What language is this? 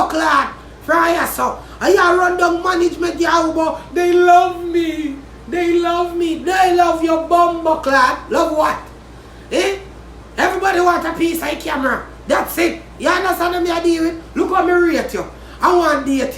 Jamaican Creole English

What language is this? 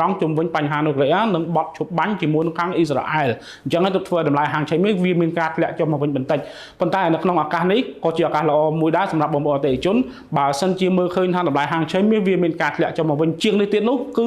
Khmer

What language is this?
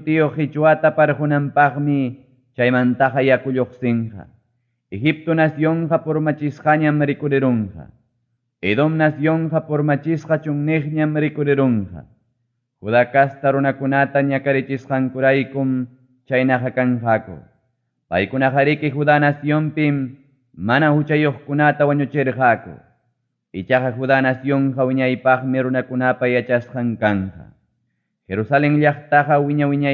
Ayacucho Quechua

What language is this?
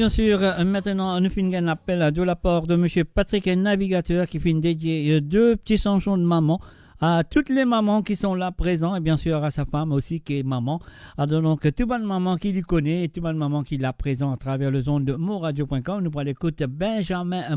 Morisyen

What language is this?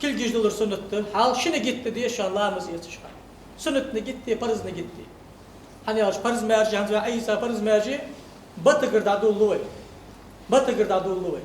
Ingush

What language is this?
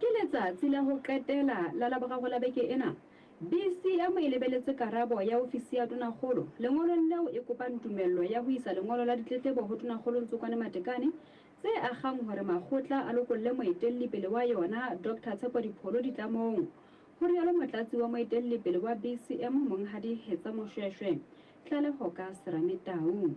Southern Sotho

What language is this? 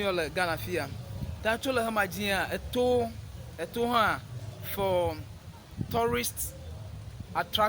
Ewe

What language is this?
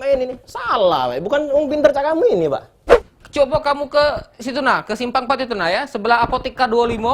Musi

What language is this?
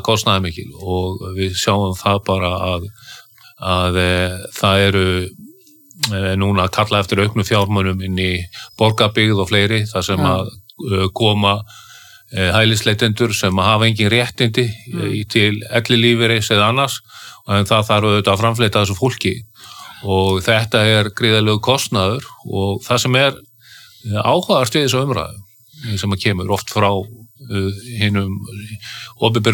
Icelandic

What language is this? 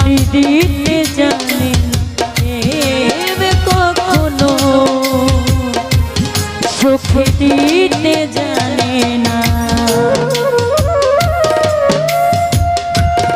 Bangla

